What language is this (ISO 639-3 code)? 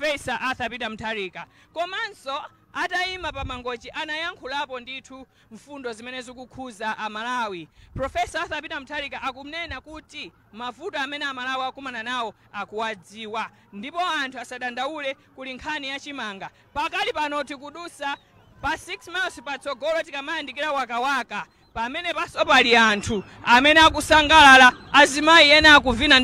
nya